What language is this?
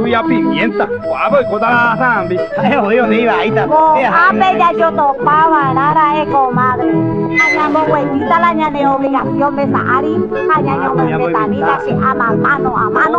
Guarani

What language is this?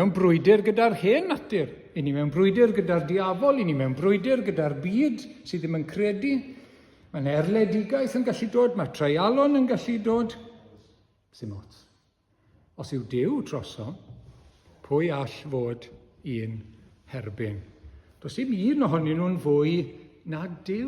Welsh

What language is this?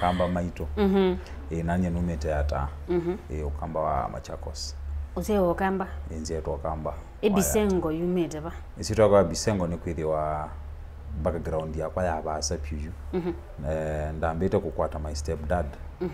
Kamba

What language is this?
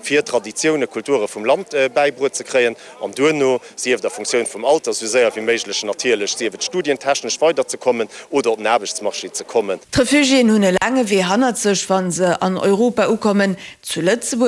Luxembourgish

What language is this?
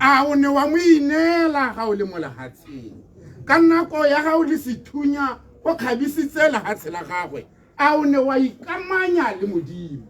Tswana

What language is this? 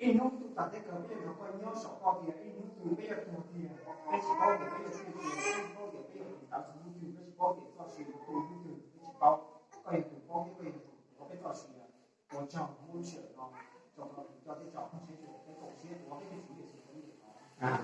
Hmong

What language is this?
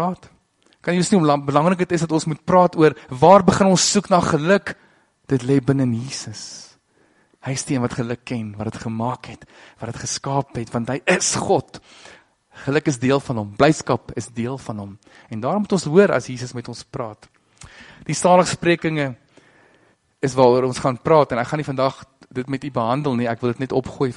Afrikaans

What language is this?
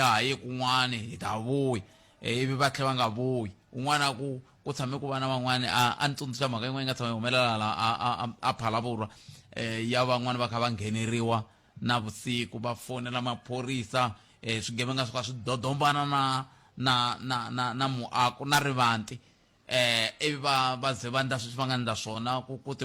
Tsonga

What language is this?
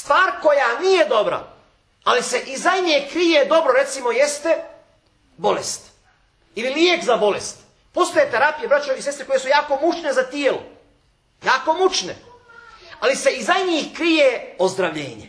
Bosnian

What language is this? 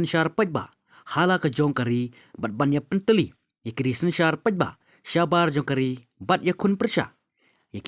Khasi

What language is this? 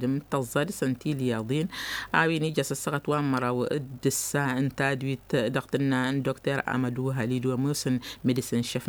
Tamasheq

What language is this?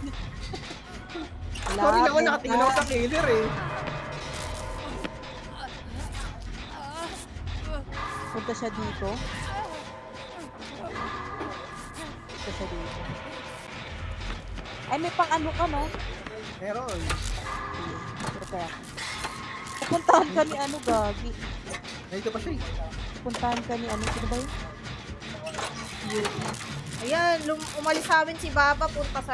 Filipino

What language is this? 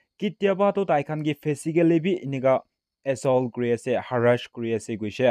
Naga Pidgin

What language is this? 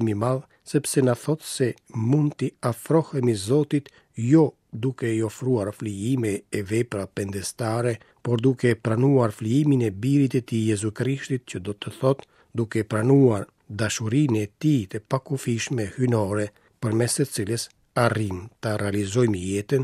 Albanian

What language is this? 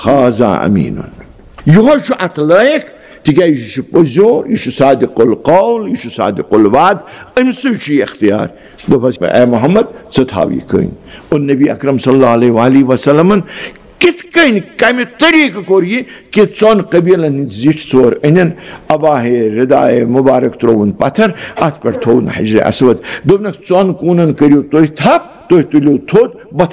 Kashmiri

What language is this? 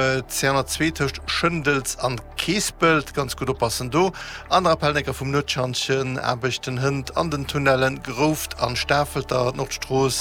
Luxembourgish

